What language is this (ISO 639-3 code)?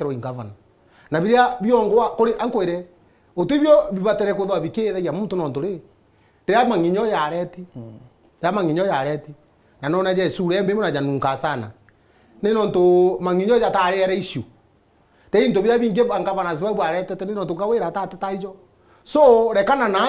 mer